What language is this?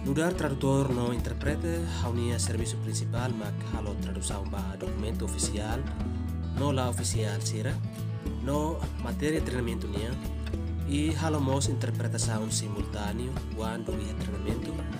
Tetum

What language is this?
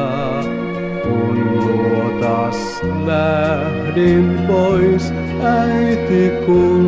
Finnish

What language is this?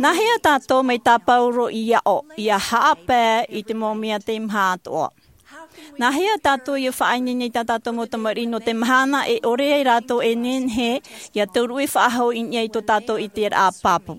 Tahitian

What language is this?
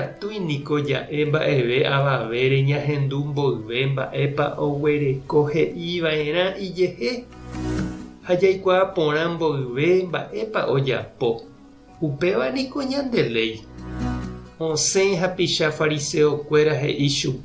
Guarani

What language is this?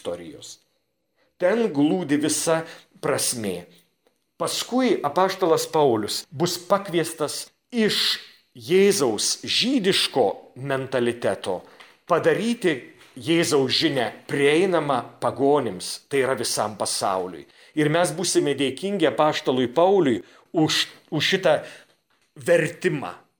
Lithuanian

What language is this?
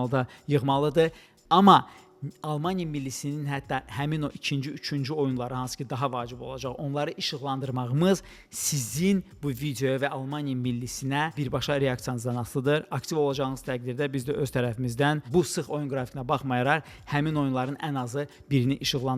Azerbaijani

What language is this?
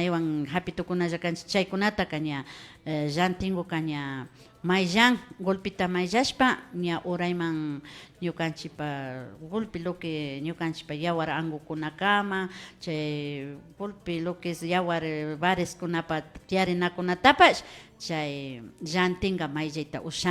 Imbabura Highland Quichua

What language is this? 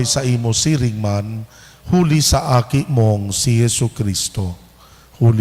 Bikol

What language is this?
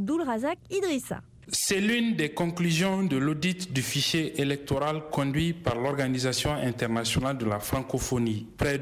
French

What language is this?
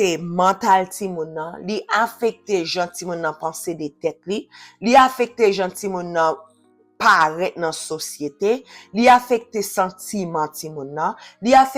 Haitian Creole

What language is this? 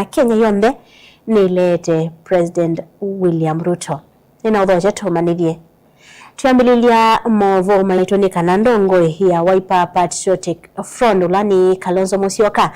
Kamba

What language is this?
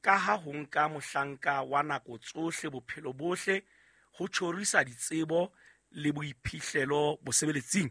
Southern Sotho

